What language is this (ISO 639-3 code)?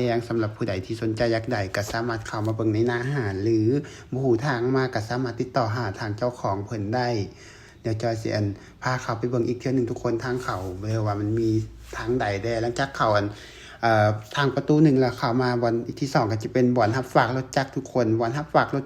lao